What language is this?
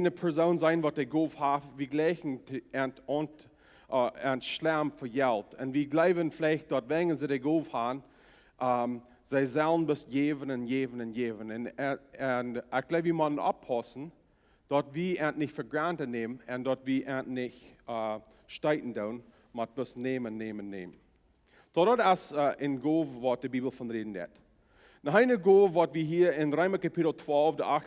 Plautdietsch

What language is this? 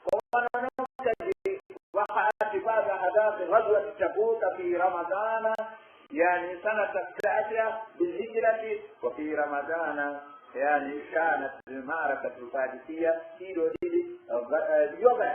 Pular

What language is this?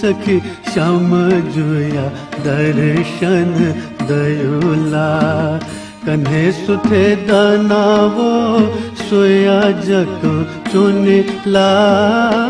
Newari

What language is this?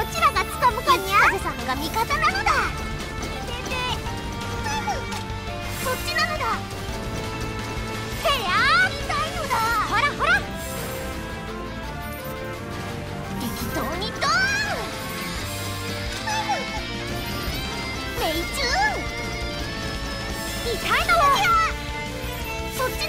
Japanese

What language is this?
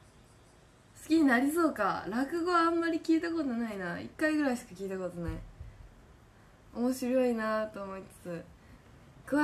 Japanese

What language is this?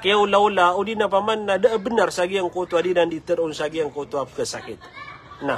Maranao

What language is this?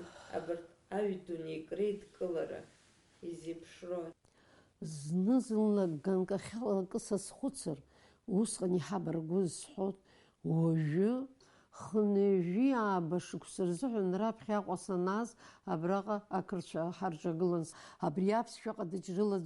Abkhazian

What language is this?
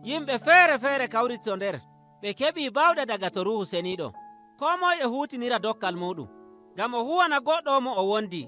Nigerian Fulfulde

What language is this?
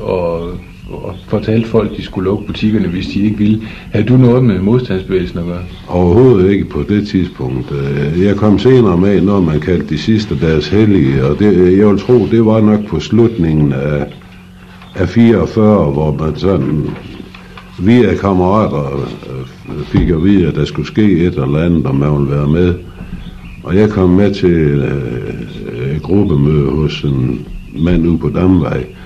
Danish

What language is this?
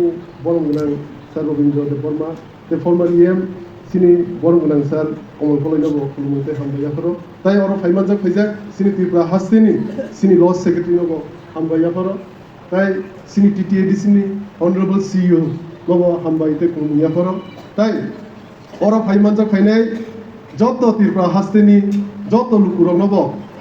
Kok Borok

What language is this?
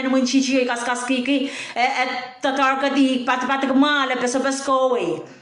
Pohnpeian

